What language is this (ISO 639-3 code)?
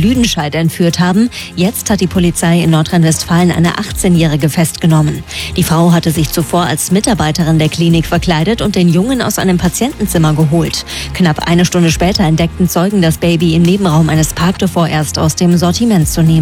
deu